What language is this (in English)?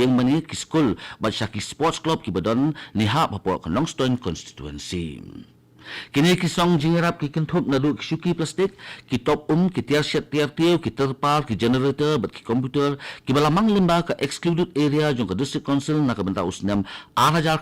Khasi